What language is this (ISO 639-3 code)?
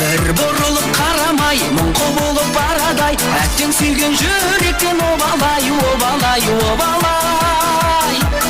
kaa